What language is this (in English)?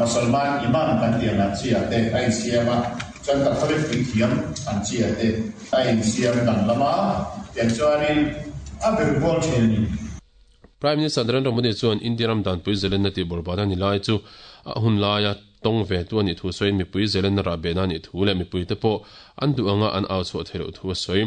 Mizo